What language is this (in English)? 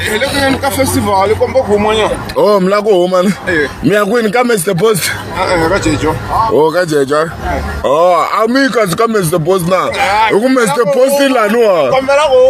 Tsonga